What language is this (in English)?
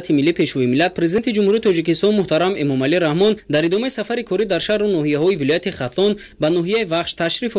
Tajik